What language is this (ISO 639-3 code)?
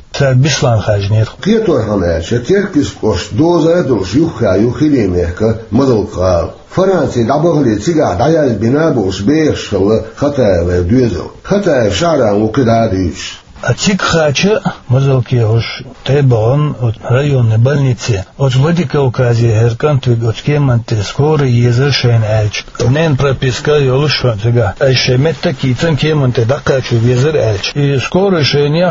che